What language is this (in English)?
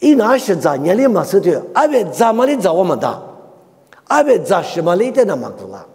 Lisu